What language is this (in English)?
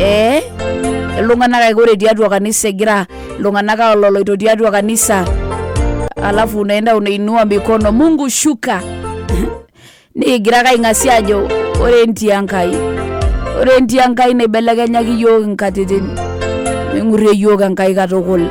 Masai